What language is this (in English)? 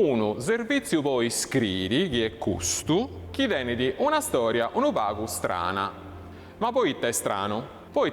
Sardinian